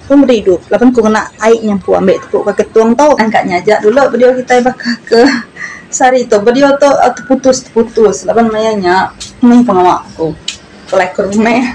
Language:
Iban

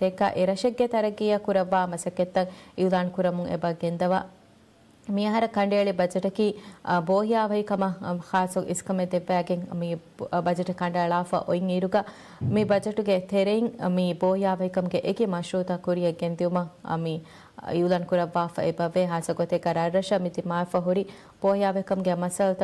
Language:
Divehi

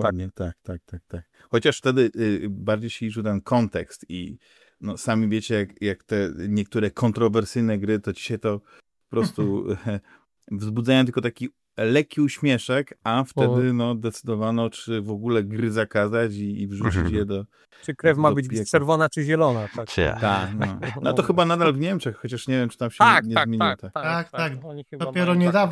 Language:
Polish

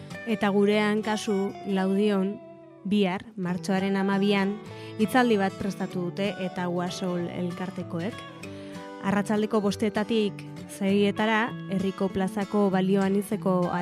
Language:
Basque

